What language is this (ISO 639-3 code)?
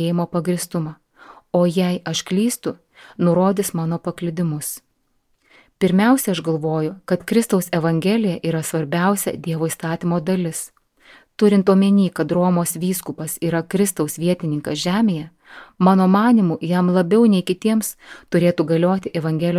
lit